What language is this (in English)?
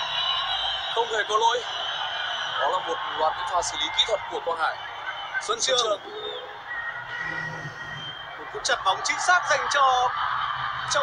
Vietnamese